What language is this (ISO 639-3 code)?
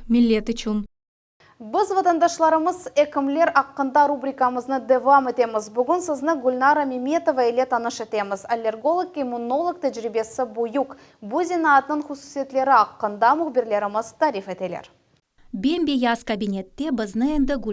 crh